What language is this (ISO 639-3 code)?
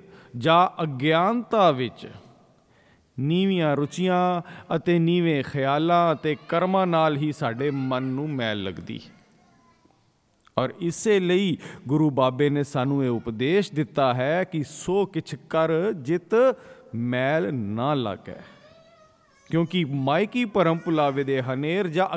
pan